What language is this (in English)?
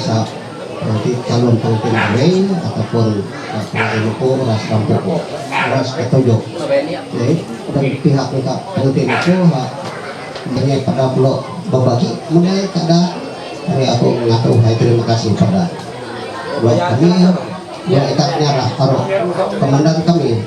Ma'anyan